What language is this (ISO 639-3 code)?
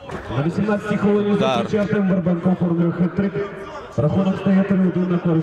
ukr